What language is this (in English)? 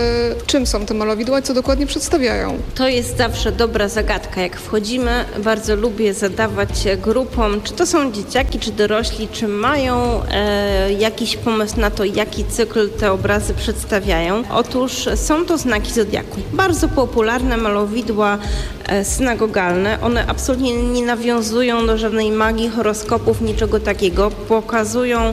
Polish